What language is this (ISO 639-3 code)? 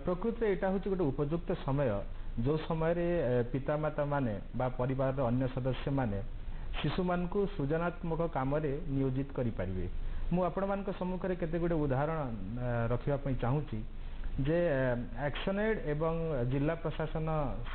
ori